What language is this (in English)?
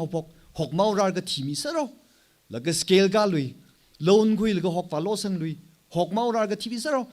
Tangkhul Naga (India)